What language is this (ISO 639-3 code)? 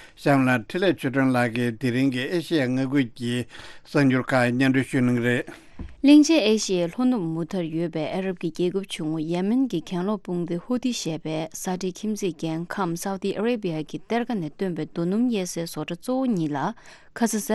bod